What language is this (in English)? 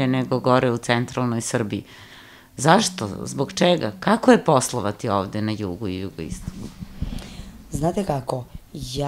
Serbian